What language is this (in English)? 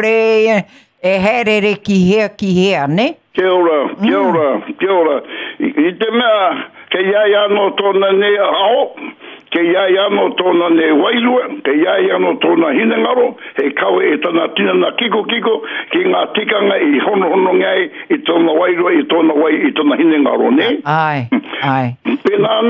Māori